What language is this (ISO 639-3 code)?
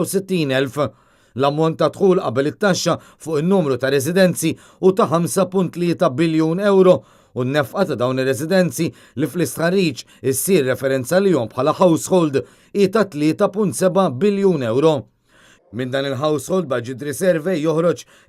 mlt